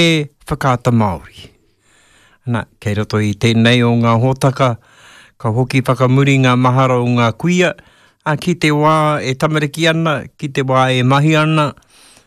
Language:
Māori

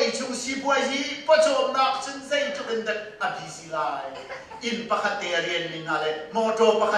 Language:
Hakha Chin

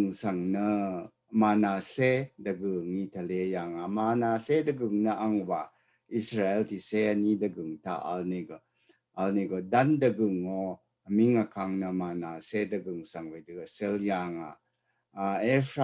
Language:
Rawang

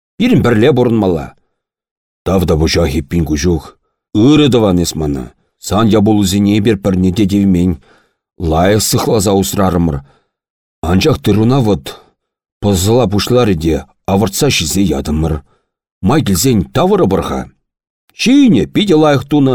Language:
Chuvash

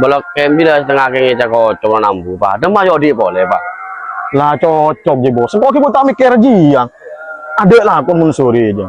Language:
Madurese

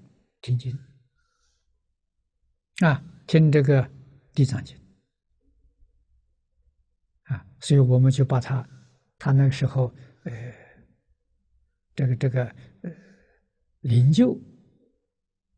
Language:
Chinese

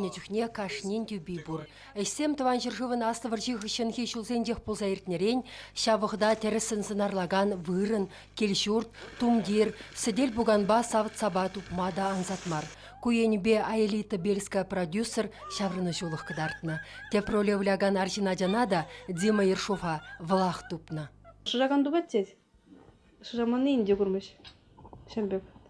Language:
Chuvash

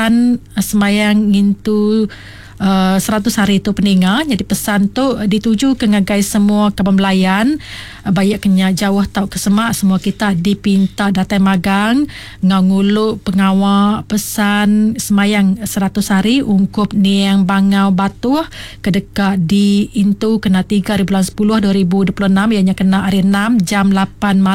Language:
Iban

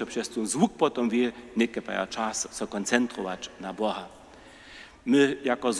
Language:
Upper Sorbian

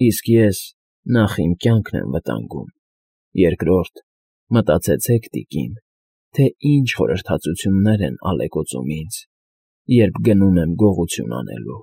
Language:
Armenian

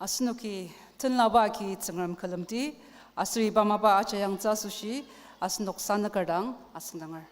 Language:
Ao Naga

